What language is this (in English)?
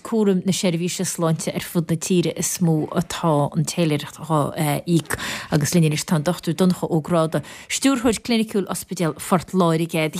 Irish